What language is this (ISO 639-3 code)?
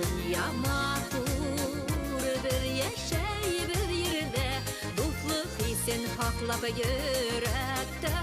bak